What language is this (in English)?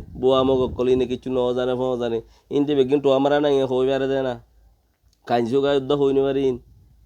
Rohingya